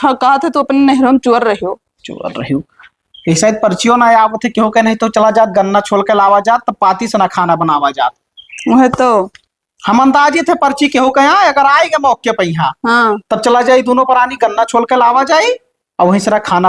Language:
Awadhi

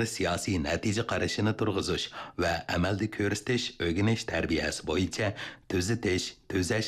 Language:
Uyghur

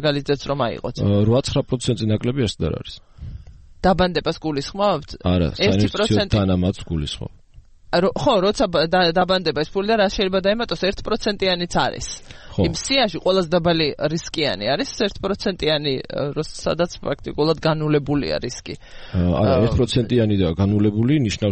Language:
Georgian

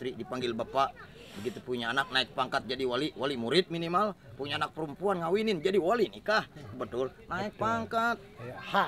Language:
Betawi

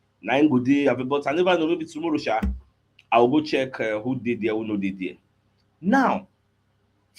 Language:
Nigerian Pidgin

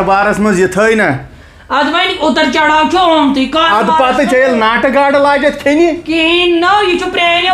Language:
Kashmiri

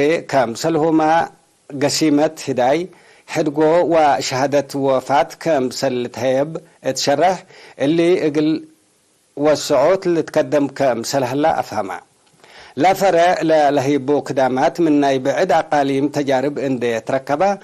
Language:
Tigre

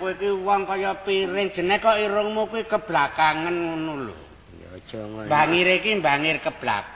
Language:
Javanese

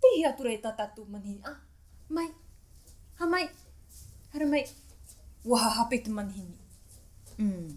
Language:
Tahitian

